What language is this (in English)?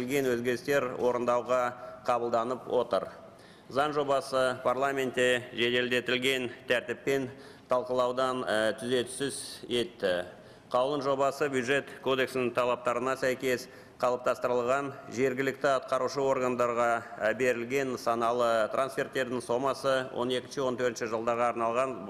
Kazakh